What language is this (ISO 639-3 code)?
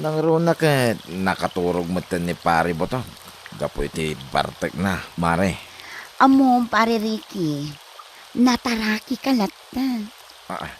ilo